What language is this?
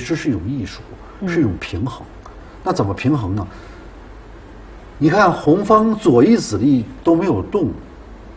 Chinese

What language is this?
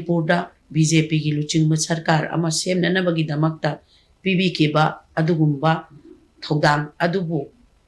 Manipuri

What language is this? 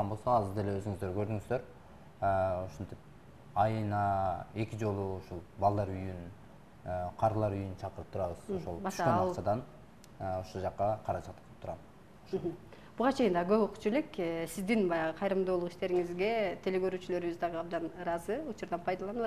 Kyrgyz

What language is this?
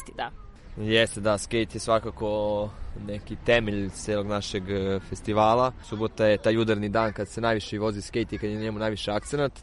Serbian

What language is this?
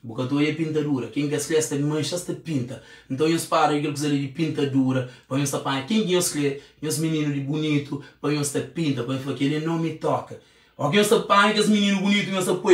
Kabuverdianu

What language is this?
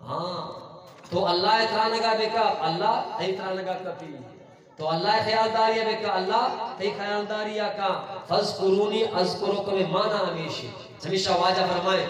Eastern Balochi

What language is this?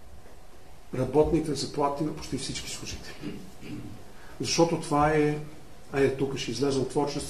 Bulgarian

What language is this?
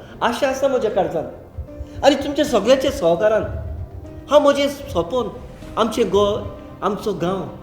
Konkani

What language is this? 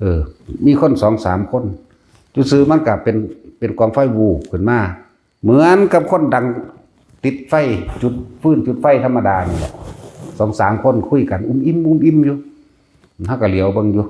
Northeastern Thai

